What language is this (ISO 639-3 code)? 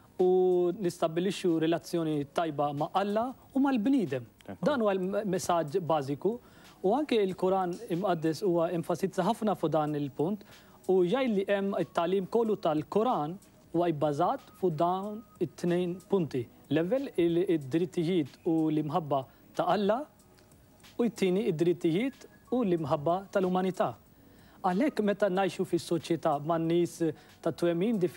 mlt